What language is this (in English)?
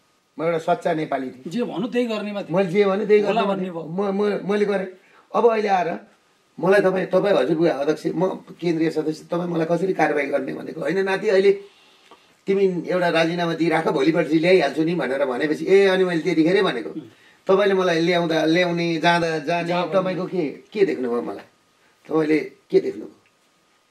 Nepali